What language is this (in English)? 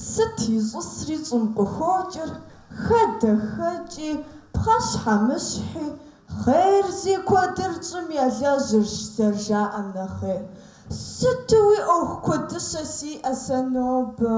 Kabardian